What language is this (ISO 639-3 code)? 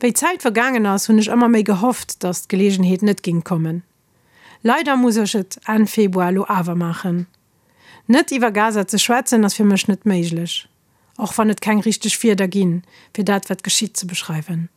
ltz